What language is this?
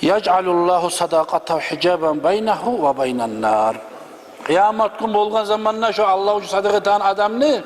Kumyk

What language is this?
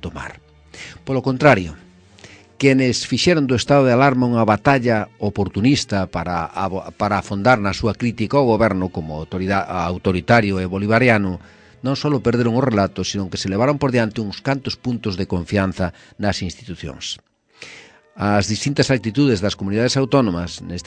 Galician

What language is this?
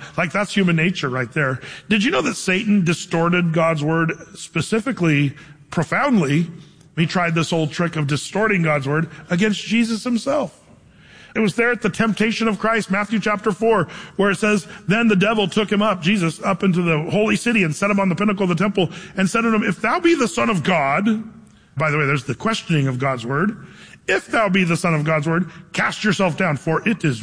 English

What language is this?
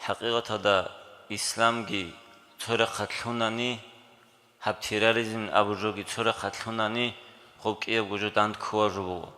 Avaric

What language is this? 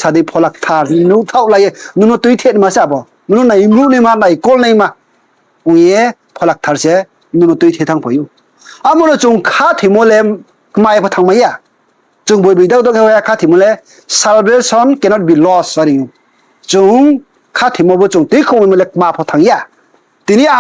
Riang (India)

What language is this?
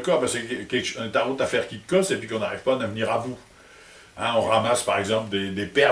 Picard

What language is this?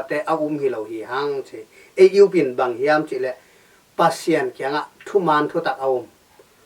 Tedim Chin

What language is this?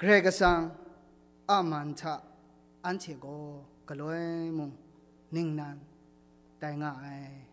Kachin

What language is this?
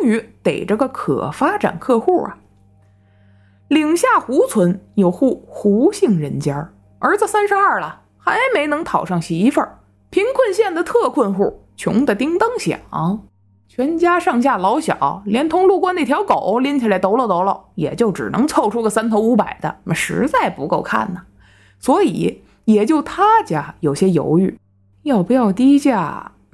Chinese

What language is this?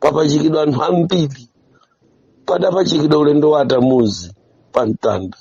Nyanja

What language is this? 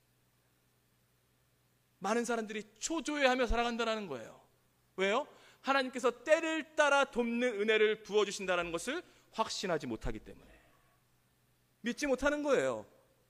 Korean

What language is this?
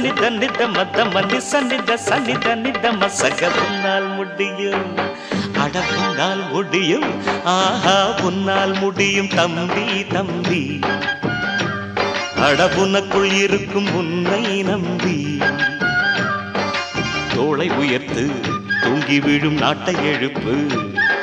Tamil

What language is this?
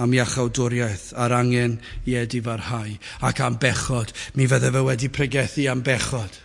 Welsh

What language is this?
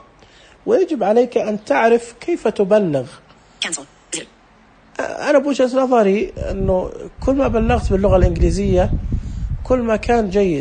Najdi Arabic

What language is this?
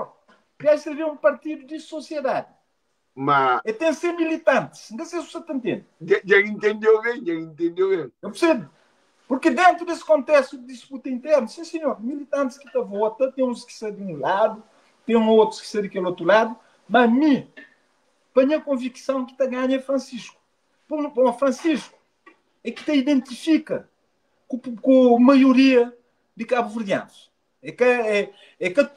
Kabuverdianu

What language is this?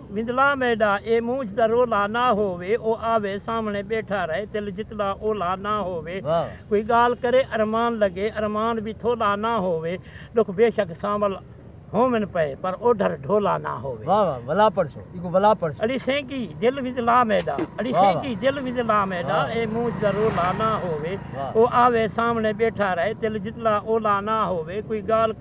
Saraiki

